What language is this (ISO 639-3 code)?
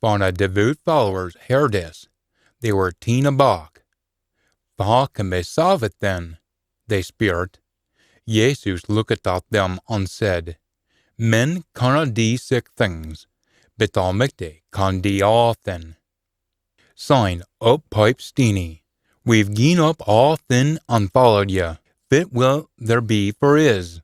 sco